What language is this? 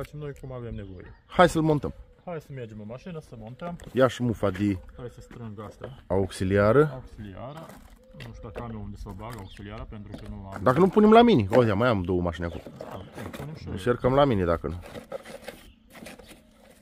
Romanian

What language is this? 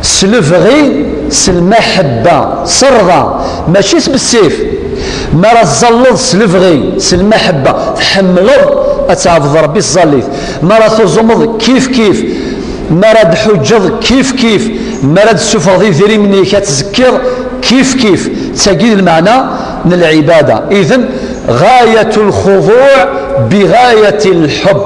Kabyle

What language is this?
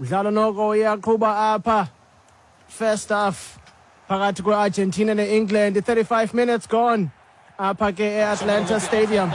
Xhosa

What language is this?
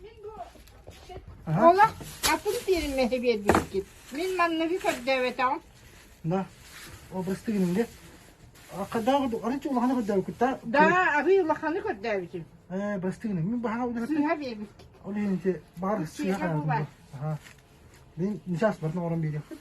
Yakut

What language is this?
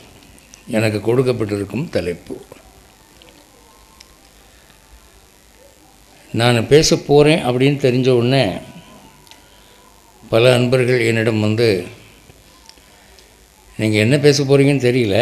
Tamil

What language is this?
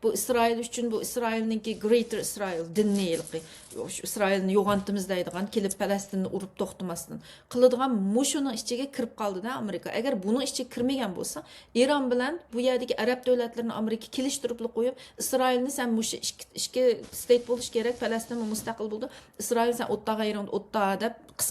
Uyghur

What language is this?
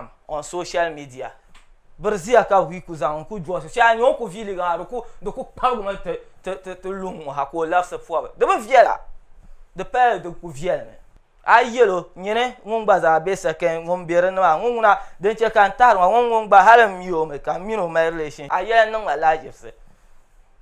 Dagbani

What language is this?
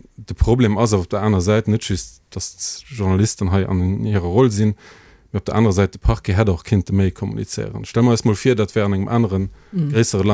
Luxembourgish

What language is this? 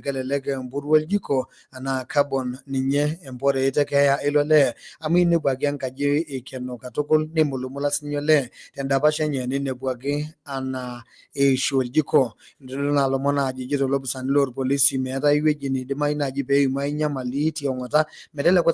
Masai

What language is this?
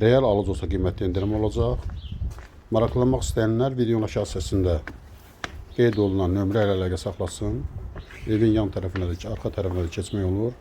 Azerbaijani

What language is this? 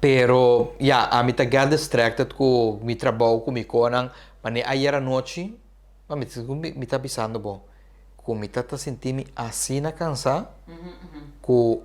Papiamento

